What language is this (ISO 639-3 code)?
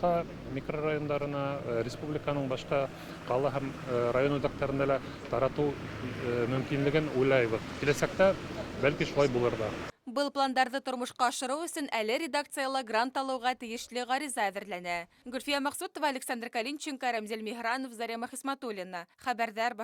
bak